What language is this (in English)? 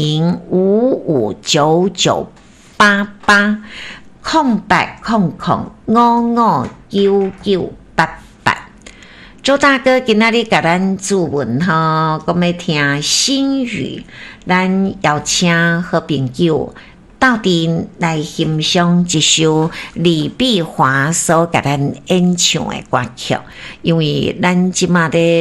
Min Nan Chinese